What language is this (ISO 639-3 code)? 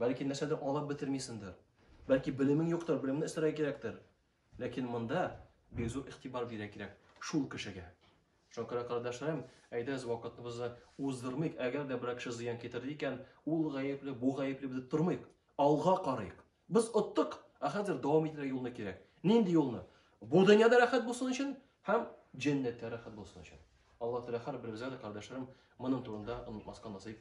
tat